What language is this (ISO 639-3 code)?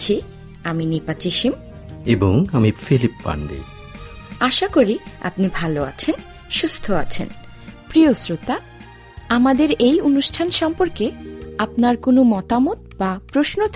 ben